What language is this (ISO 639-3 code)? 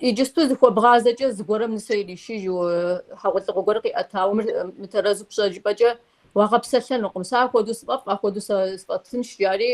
kbd